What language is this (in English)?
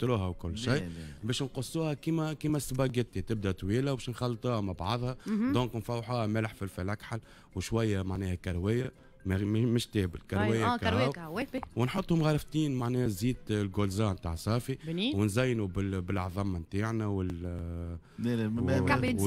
Tunisian Arabic